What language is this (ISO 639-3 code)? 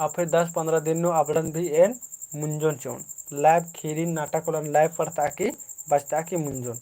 kru